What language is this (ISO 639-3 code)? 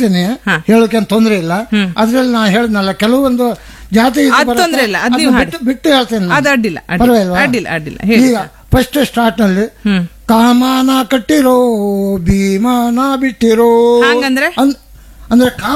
kan